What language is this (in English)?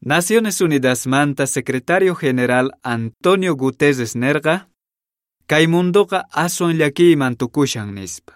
Quechua